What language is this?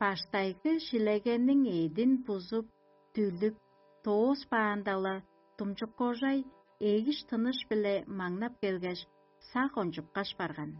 Tuvinian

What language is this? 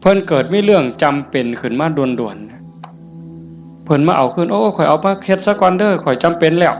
Northeastern Thai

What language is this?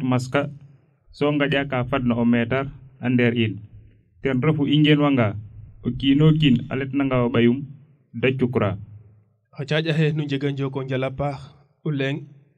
Serer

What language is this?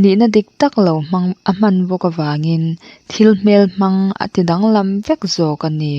Mizo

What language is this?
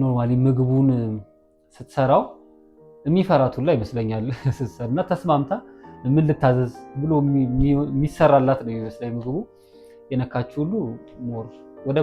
Amharic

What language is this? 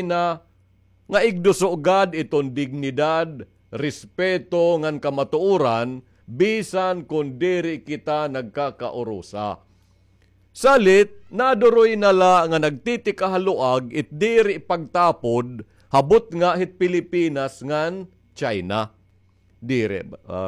Waray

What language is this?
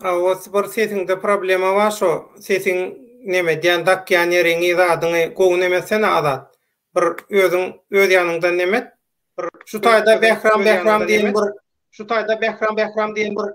Turkmen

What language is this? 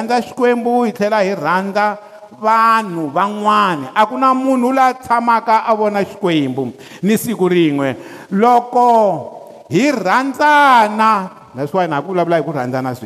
Tsonga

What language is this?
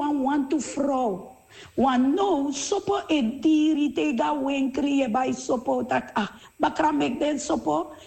Sranan Tongo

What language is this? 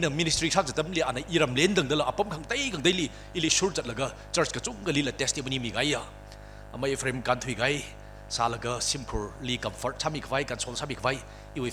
Tangkhul Naga (India)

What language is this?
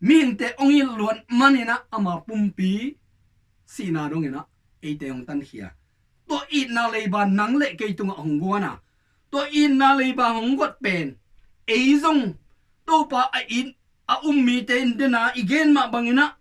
Tedim Chin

